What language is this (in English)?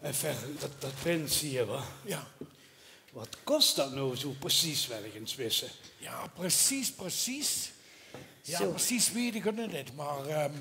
Limburgish